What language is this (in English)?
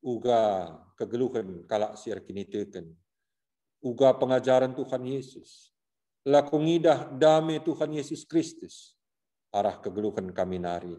Batak Karo